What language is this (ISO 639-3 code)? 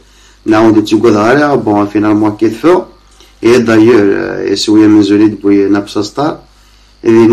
kab